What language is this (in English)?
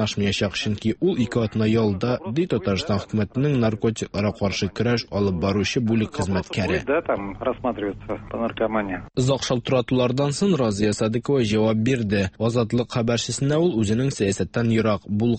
Tatar